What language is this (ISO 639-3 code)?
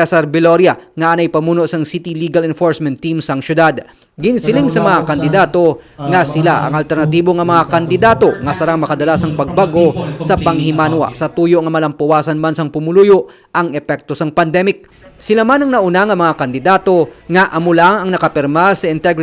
hil